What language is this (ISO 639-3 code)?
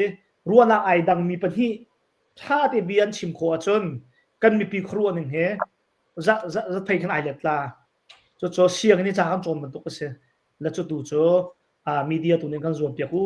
cnh